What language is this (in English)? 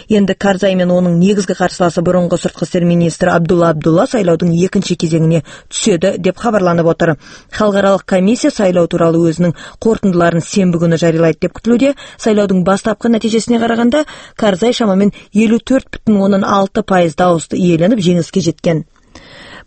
Kazakh